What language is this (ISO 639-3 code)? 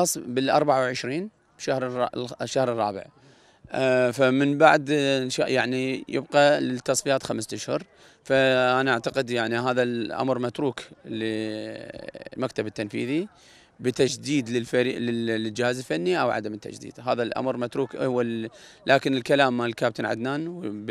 acm